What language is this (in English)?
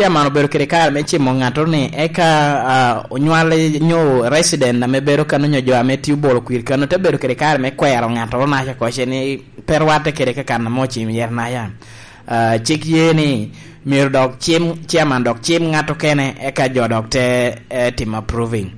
Lango (Uganda)